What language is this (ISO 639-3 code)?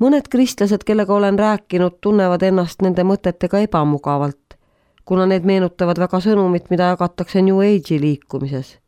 est